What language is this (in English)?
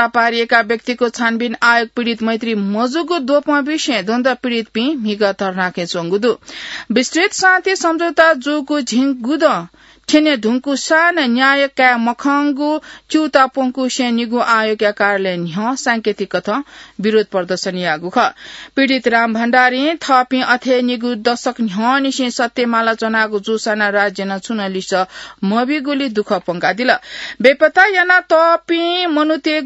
Newari